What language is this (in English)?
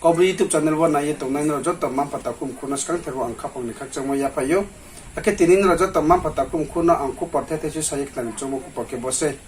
Riang (India)